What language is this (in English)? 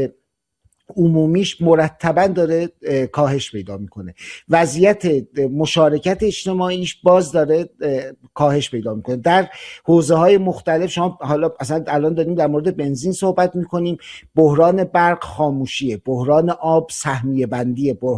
Persian